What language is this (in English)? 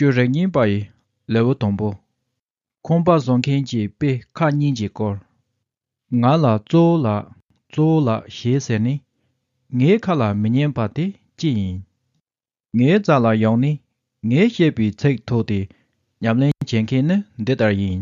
Tibetan